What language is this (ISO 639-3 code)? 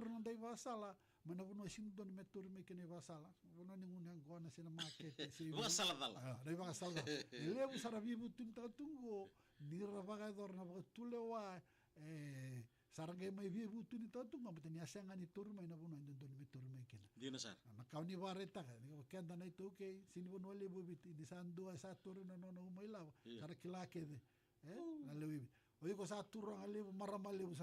fij